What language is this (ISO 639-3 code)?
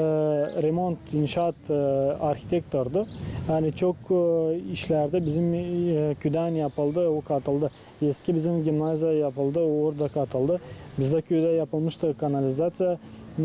gag